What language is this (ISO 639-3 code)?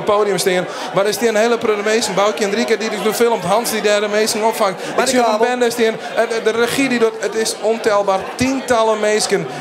fry